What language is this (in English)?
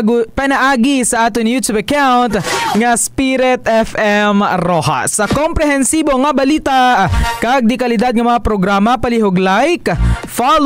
Hiligaynon